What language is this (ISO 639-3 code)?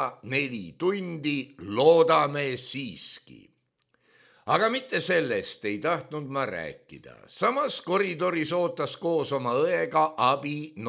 est